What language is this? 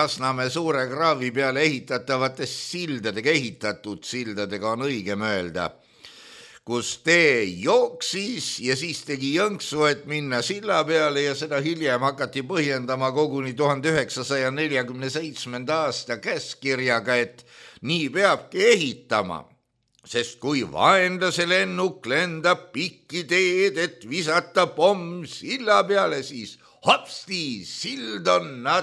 Estonian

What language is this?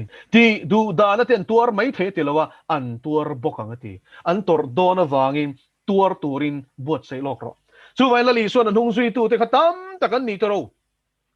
Mizo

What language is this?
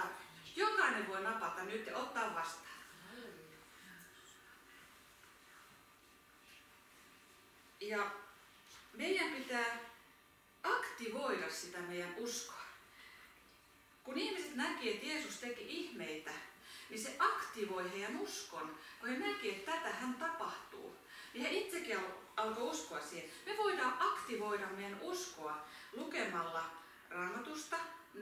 Finnish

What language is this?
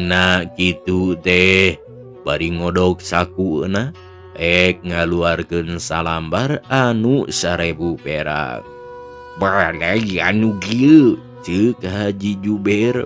Sundanese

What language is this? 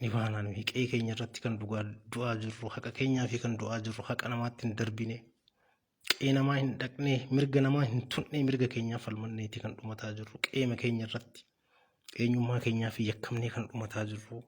Oromo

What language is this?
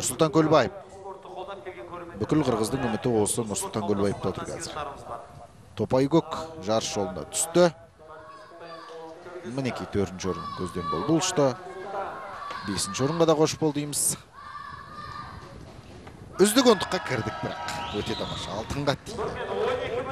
Kazakh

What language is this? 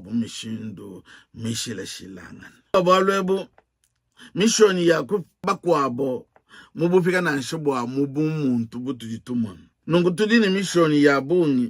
Luba-Lulua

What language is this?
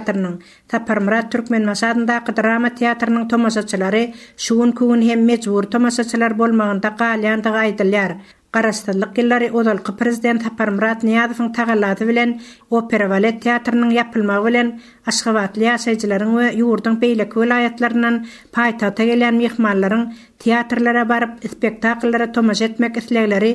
Turkmen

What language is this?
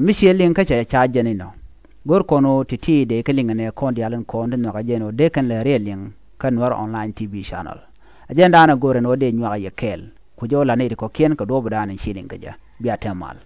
Nuer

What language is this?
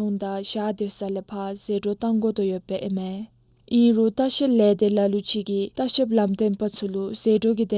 Dzongkha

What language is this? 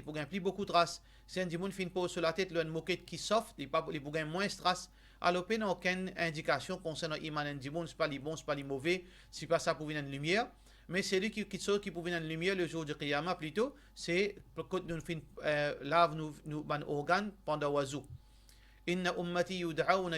Morisyen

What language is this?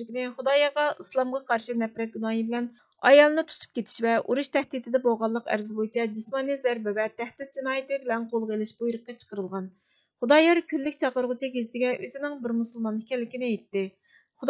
Uyghur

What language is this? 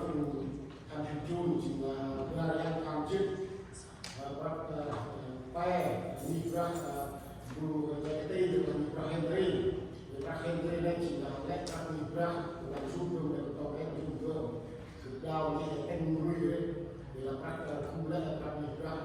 Central Mnong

